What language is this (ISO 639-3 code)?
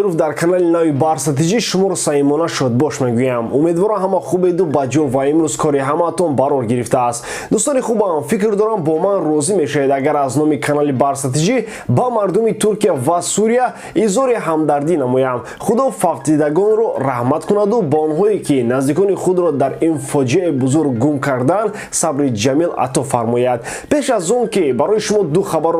tgk